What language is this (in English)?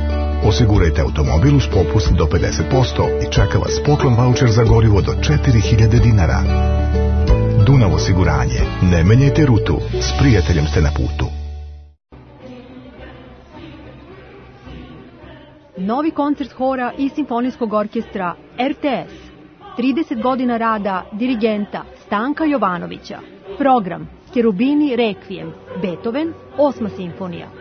Serbian